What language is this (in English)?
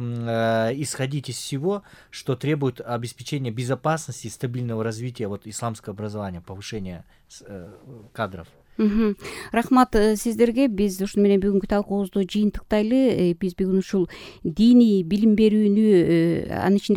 Kyrgyz